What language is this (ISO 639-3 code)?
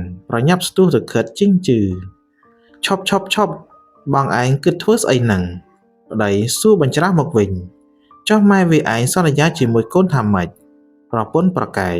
khm